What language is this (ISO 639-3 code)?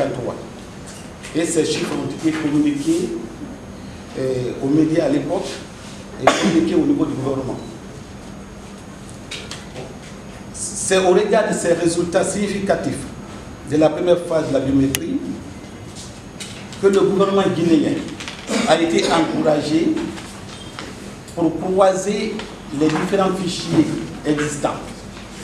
fra